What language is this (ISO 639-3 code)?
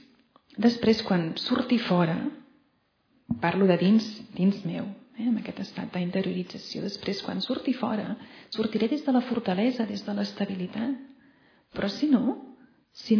cat